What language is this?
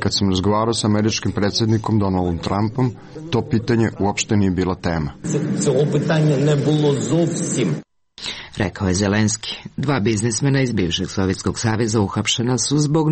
Serbian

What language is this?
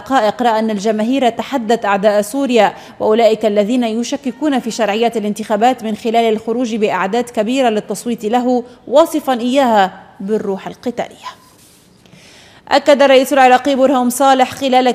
Arabic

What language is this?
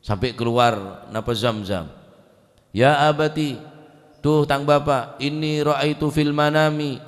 Madurese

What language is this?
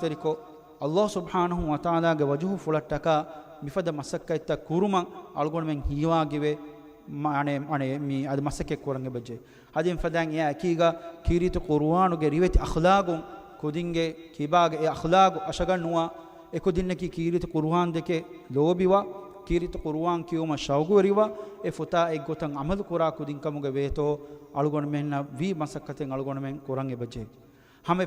Divehi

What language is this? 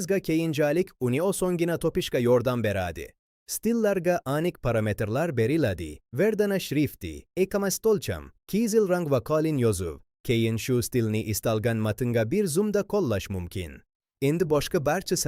Uzbek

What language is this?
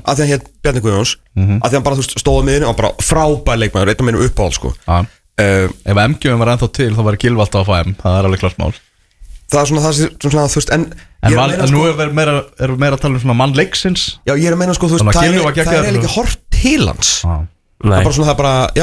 Icelandic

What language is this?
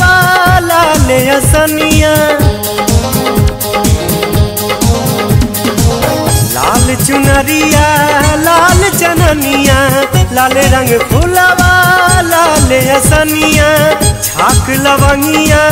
Bhojpuri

